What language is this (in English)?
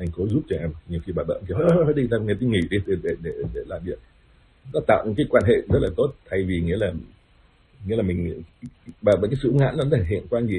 Vietnamese